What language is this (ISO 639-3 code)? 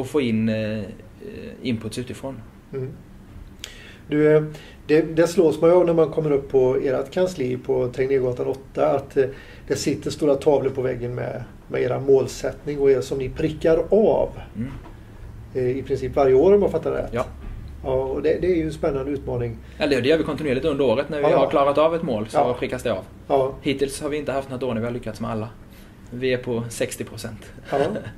swe